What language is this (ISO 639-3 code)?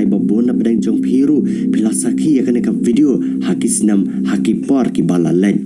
kha